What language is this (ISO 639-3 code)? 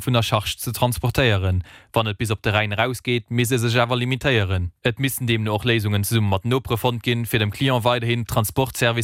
ltz